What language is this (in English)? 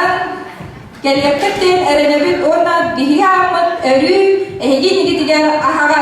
Yakut